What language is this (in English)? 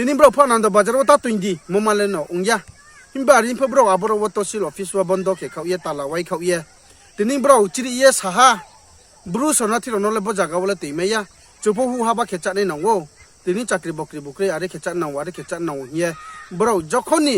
Riang (India)